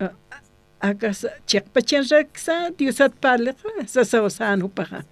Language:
Aymara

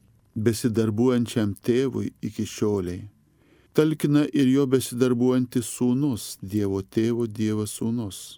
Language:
Lithuanian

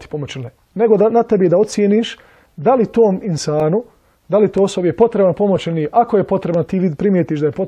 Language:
Bosnian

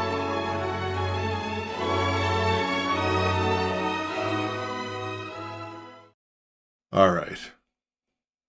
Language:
English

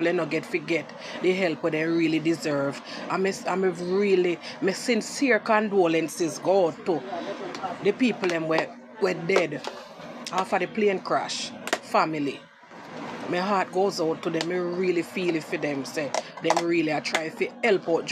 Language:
Jamaican Creole English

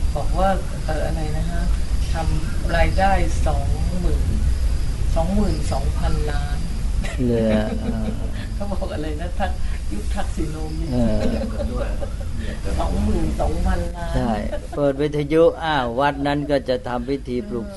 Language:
Thai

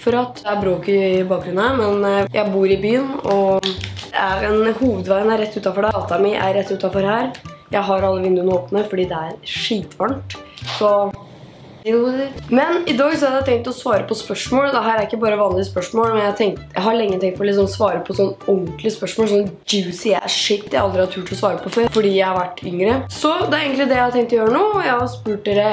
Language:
Norwegian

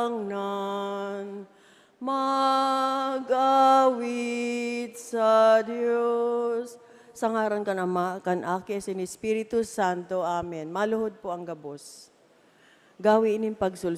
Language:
Bikol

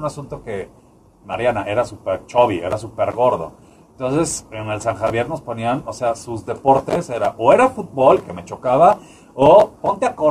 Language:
Spanish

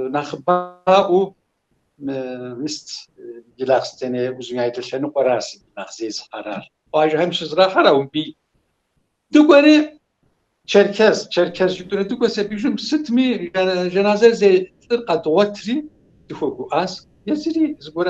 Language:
Kabardian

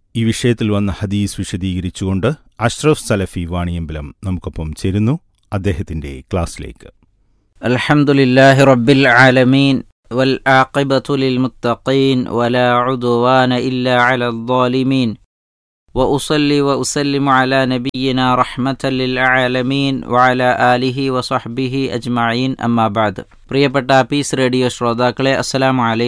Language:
Malayalam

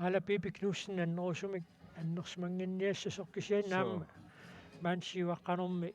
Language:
Kalaallisut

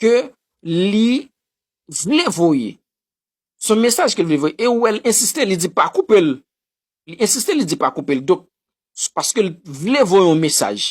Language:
Haitian Creole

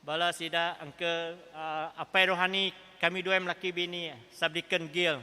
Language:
Iban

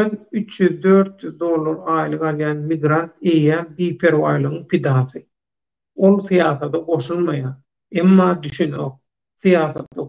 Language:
Turkmen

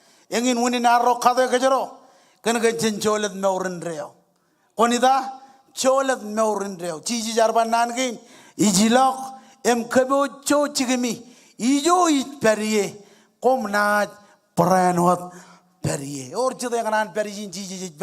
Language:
Marshallese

